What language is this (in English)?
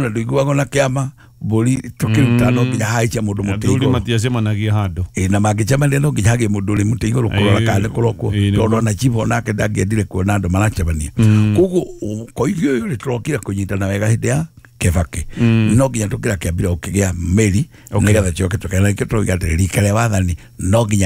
Kikuyu